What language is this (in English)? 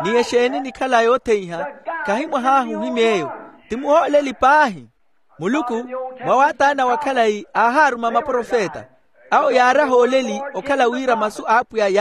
Makhuwa